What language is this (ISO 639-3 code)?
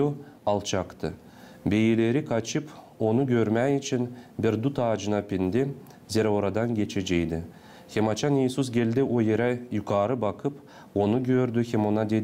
gag